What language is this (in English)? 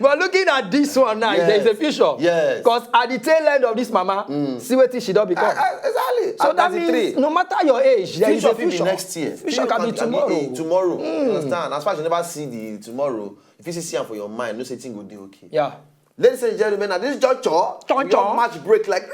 Nigerian Pidgin